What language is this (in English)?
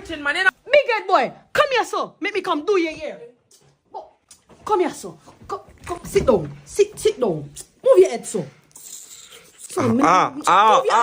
Jamaican Creole English